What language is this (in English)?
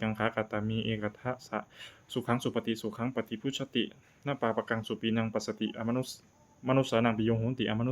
Pali